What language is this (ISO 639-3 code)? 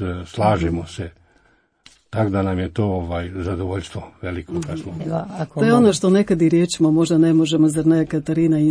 hrv